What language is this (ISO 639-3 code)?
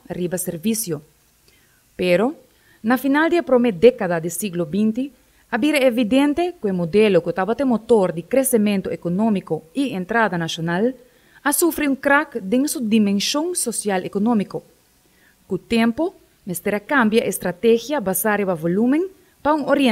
pap